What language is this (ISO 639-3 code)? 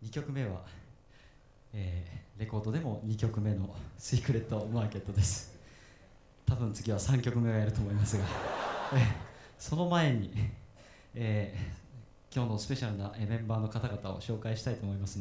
jpn